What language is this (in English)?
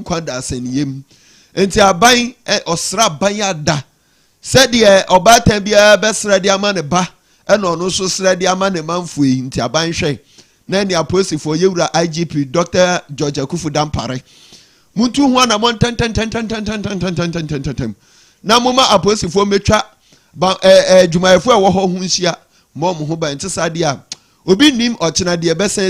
Akan